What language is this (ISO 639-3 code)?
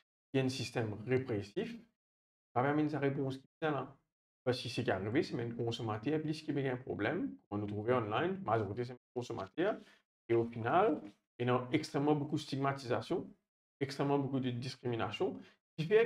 mfe